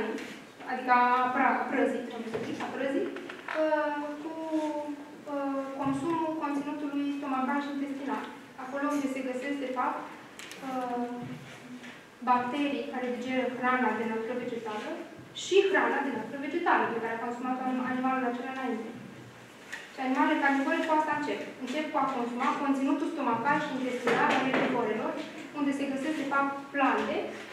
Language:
Romanian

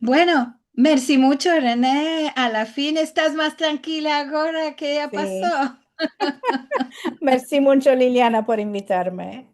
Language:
Ladino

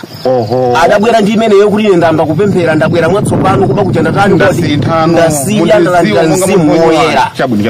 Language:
Nyanja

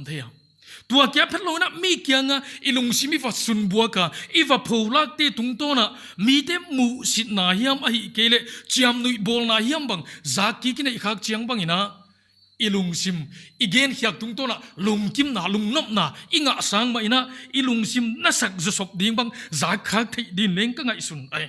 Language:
Paite Chin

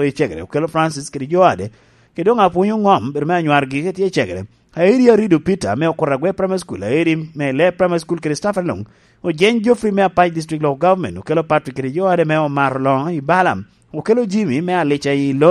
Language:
Lango (Uganda)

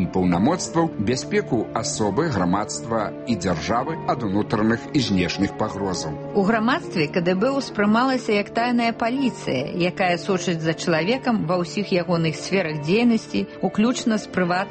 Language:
Belarusian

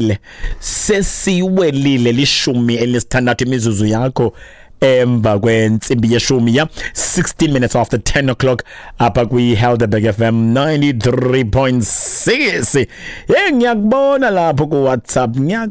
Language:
Xhosa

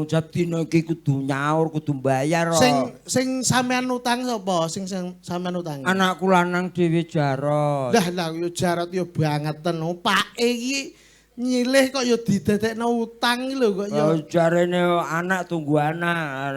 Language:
Javanese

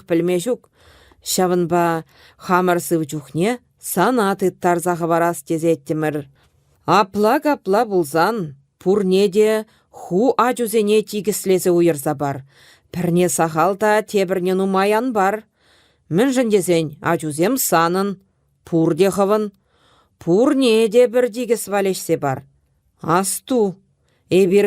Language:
Chuvash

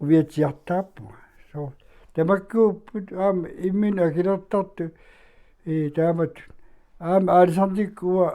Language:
Kalaallisut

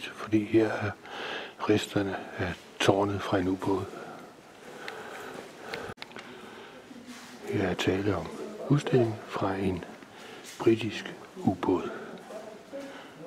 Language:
Danish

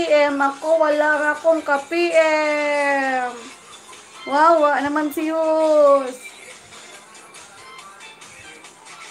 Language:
Filipino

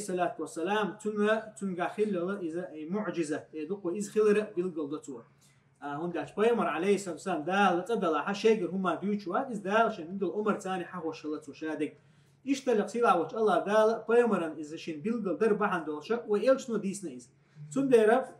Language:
Chechen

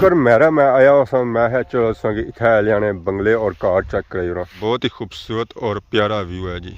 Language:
Pahari-Potwari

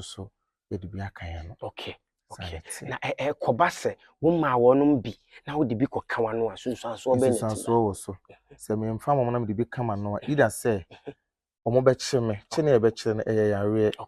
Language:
Akan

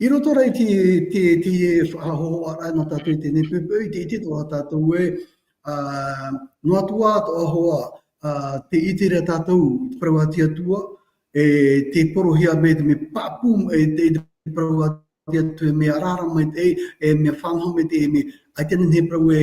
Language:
Tahitian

